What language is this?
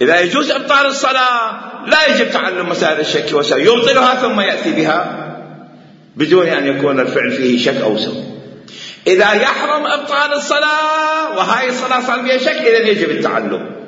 Mesopotamian Arabic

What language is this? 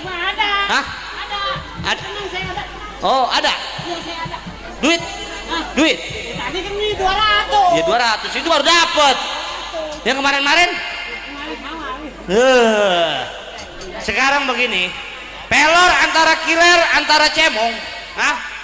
Betawi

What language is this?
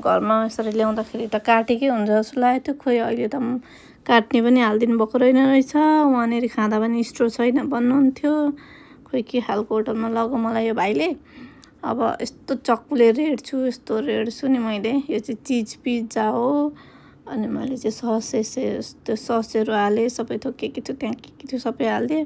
Nepali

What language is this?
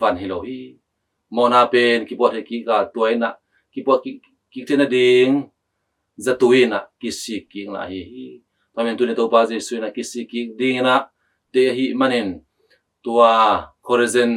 Tedim Chin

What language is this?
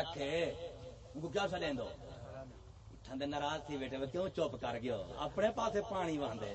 Saraiki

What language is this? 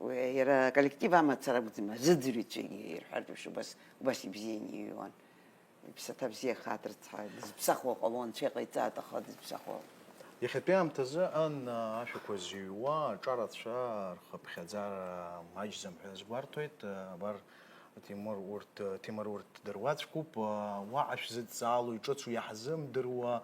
Abkhazian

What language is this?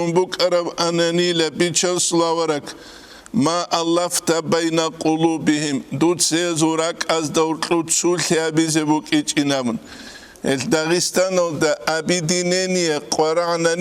Avaric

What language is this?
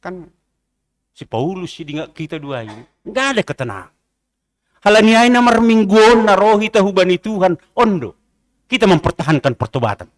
Batak Simalungun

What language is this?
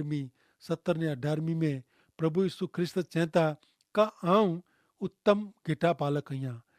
Kachhi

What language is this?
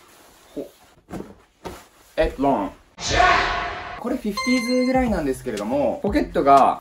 Japanese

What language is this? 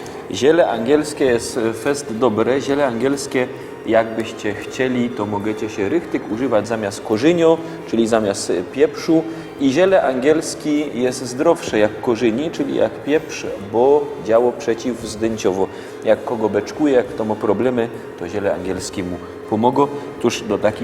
Silesian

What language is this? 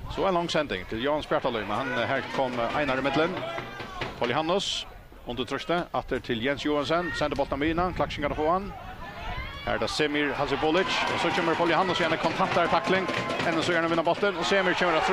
Faroese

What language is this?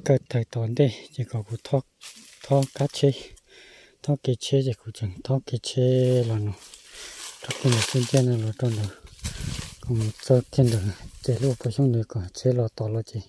Hmong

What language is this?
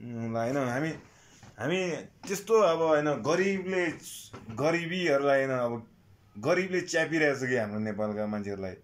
Nepali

